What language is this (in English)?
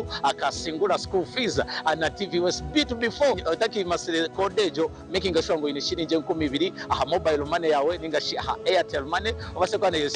Nyankole